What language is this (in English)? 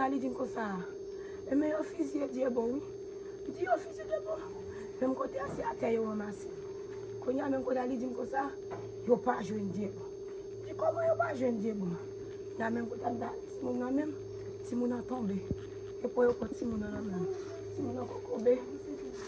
Haitian Creole